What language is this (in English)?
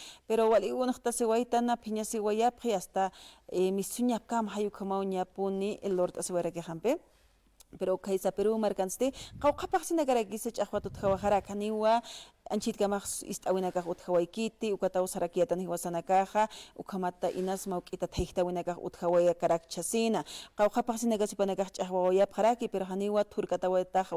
Aymara